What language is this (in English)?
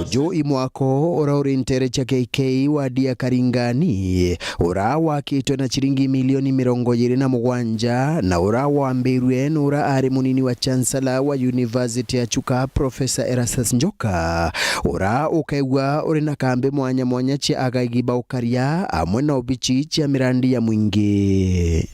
Meru